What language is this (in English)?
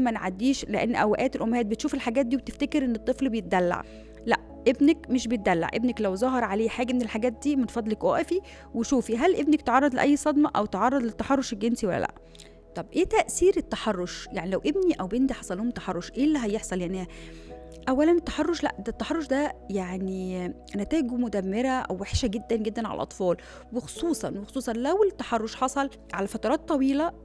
Egyptian Arabic